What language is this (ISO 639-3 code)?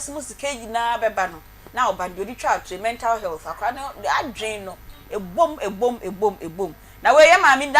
aka